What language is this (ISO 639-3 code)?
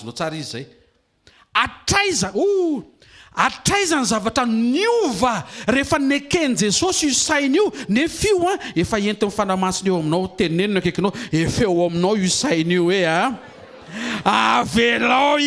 mlg